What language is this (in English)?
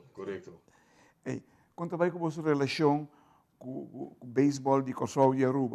Papiamento